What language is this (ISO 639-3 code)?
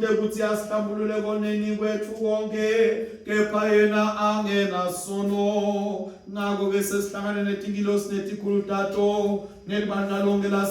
ssw